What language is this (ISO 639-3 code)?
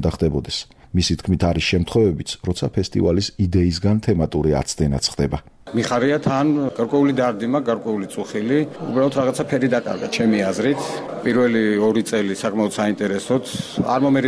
kat